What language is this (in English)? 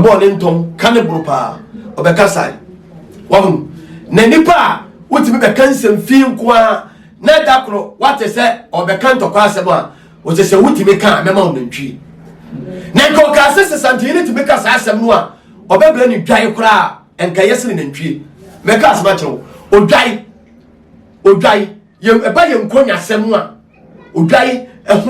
Akan